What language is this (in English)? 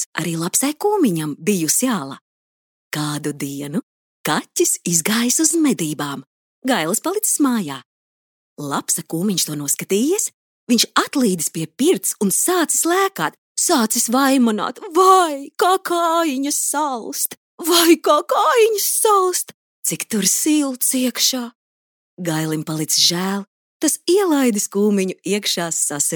Latvian